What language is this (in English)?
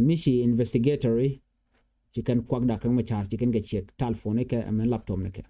Nuer